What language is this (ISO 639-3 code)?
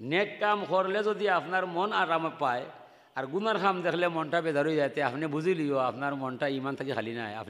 syl